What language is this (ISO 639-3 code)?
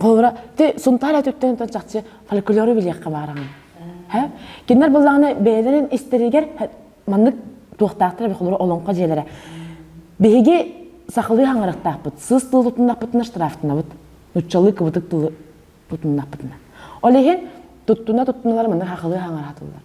sah